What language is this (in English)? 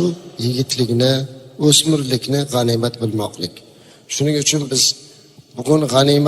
Uzbek